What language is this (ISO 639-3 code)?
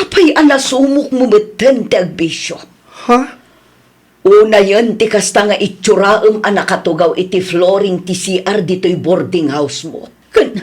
ilo